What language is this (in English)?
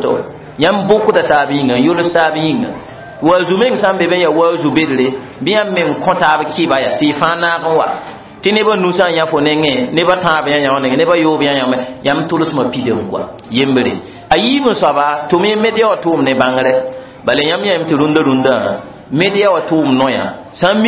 Mossi